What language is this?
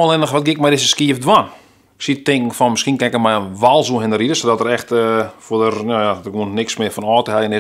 Western Frisian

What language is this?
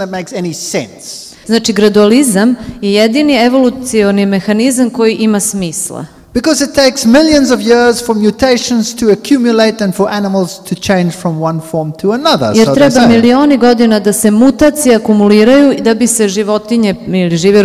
Serbian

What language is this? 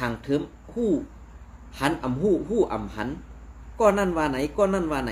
Shan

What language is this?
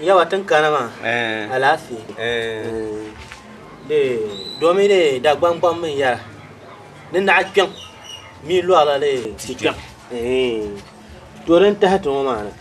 Dagbani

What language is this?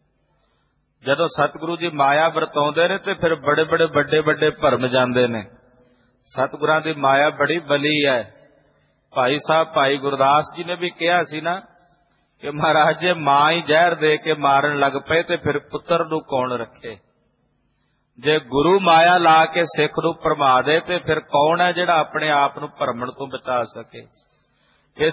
Punjabi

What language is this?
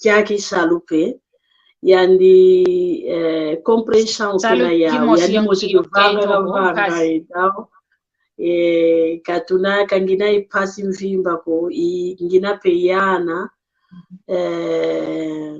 San Salvador Kongo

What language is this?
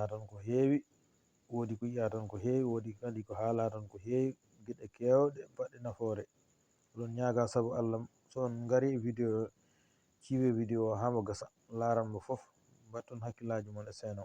Fula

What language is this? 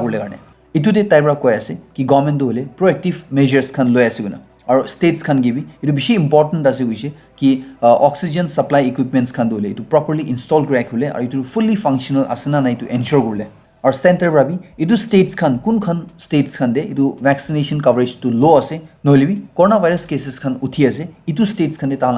Naga Pidgin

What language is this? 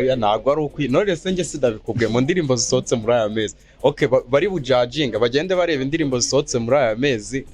Kinyarwanda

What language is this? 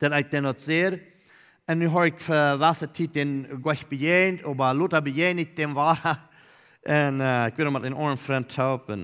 Plautdietsch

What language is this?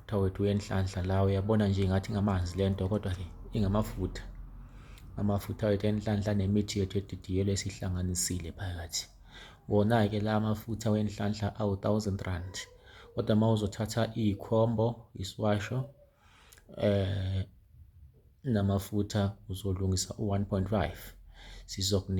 Zulu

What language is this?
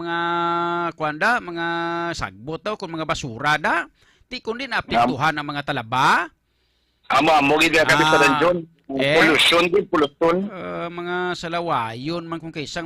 Hiligaynon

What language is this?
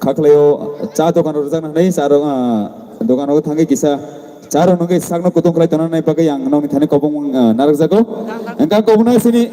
Kok Borok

